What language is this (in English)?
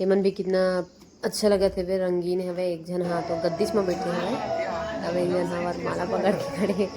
Chhattisgarhi